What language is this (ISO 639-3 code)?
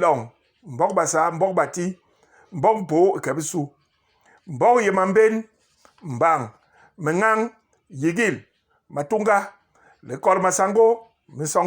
bas